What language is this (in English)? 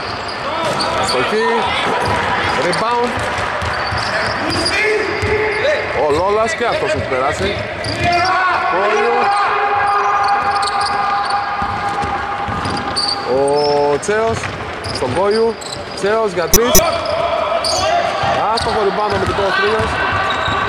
Greek